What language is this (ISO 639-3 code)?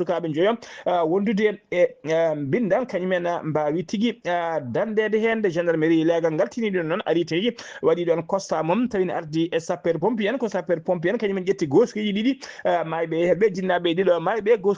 ful